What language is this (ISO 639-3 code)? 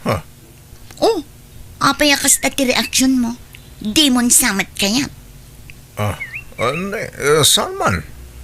ilo